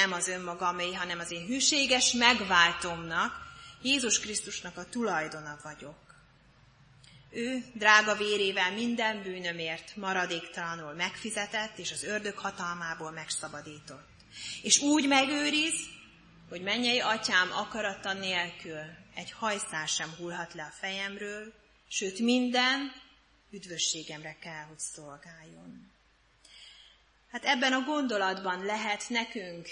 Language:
Hungarian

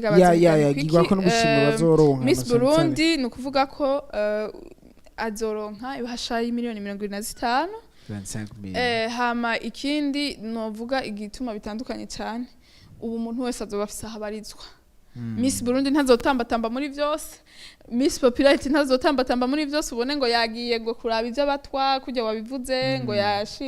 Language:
Rundi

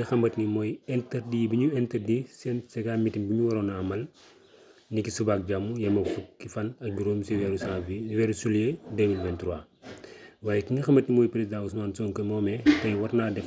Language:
Wolof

